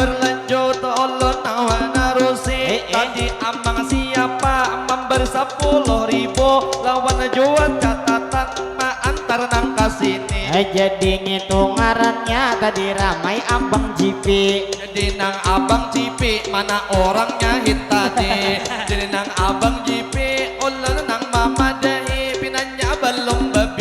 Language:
Banjar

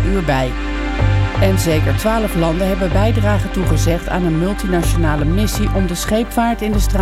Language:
Dutch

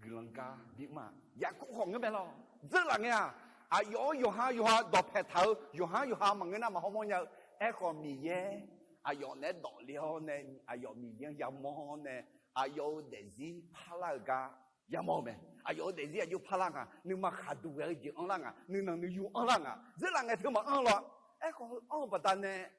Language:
Akha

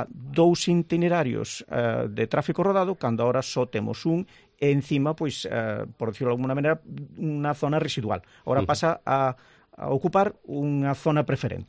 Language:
Galician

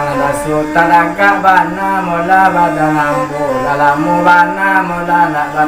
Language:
Minangkabau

